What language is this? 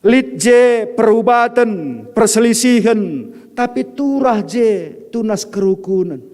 Batak Karo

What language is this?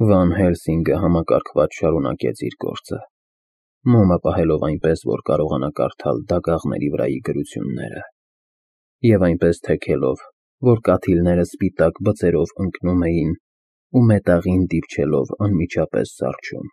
Armenian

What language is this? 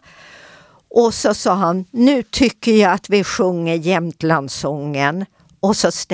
Swedish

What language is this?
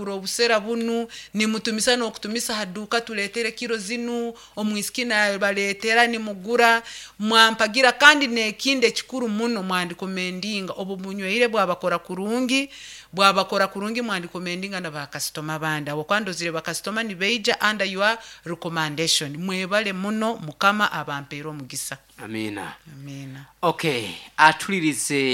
Nyoro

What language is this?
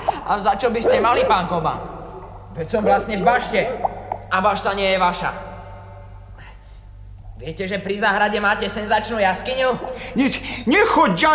Slovak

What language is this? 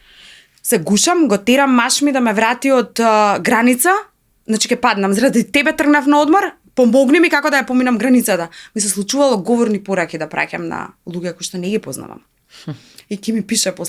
Macedonian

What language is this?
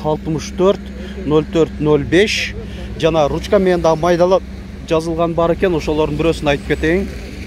Kyrgyz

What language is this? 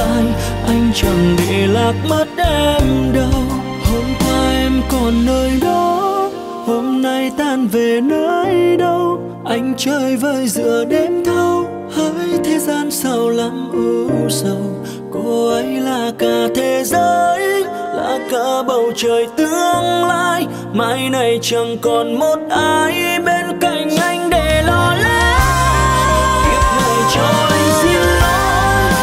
Vietnamese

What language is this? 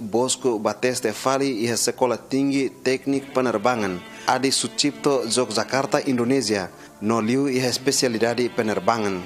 Tetum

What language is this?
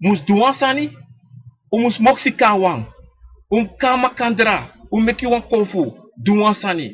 Sranan Tongo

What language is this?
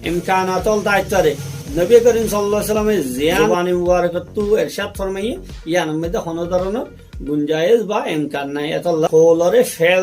Rohingya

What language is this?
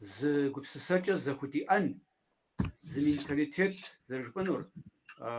Kabardian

